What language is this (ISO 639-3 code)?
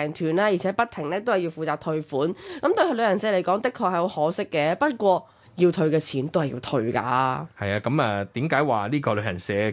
yue